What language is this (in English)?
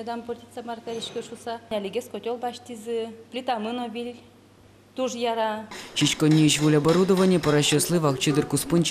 Udmurt